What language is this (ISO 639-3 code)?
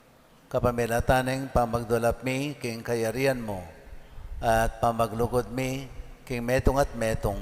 pam